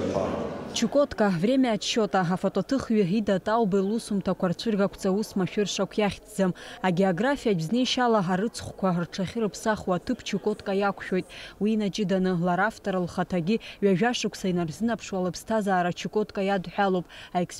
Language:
Abkhazian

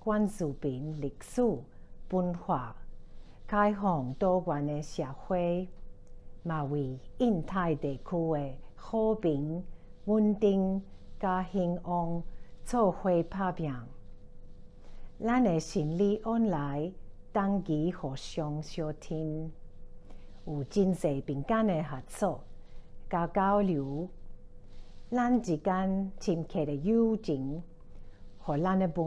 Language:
Min Nan Chinese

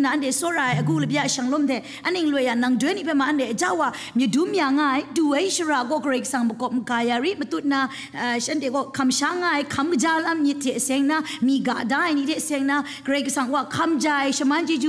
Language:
Kachin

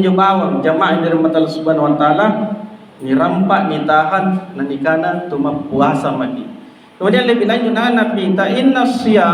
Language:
Makasar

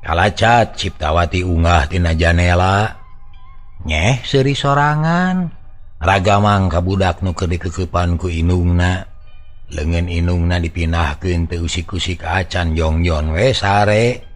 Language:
Sundanese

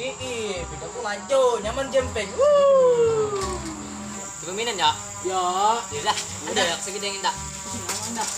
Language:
Banjar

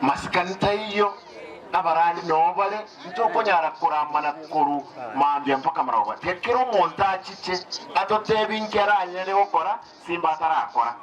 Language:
Gusii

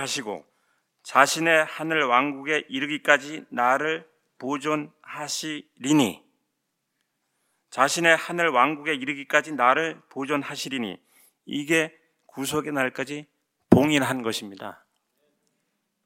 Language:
Korean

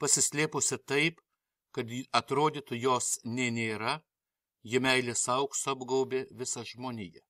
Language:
Lithuanian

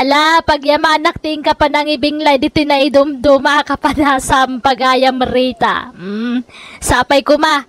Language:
Iloko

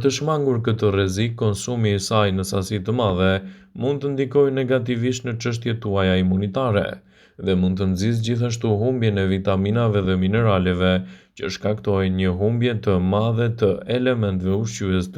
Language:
Albanian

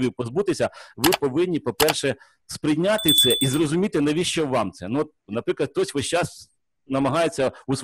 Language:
Ukrainian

